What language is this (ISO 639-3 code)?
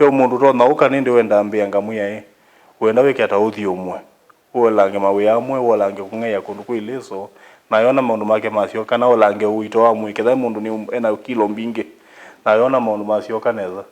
kam